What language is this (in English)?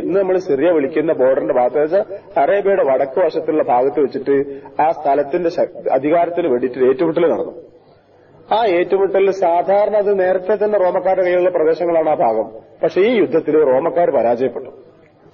Malayalam